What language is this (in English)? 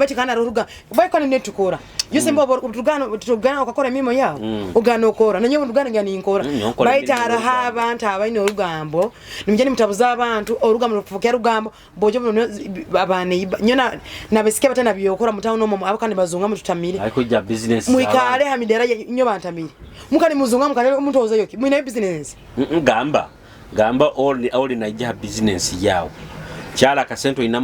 Nyoro